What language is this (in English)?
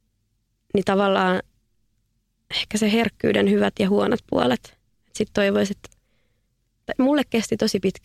Finnish